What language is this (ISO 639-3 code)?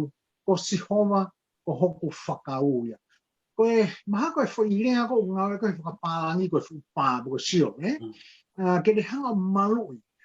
ton